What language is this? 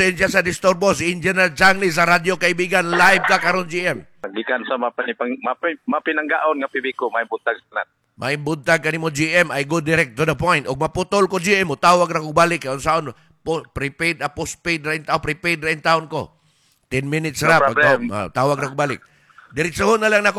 Cebuano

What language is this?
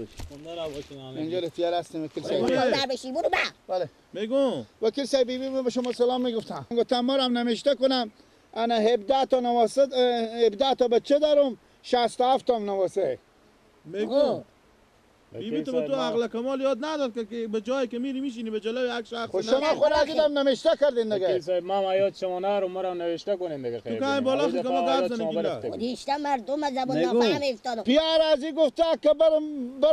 Persian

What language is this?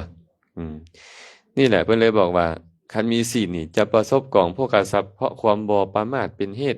Lao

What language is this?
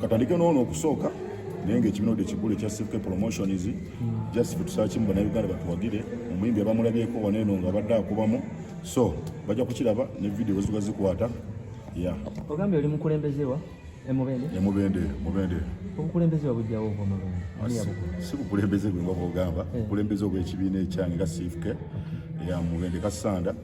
Ganda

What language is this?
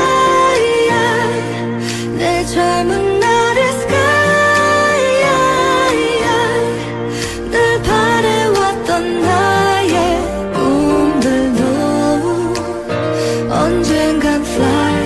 Korean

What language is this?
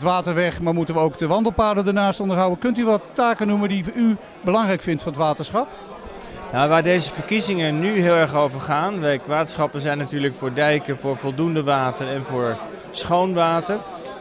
Dutch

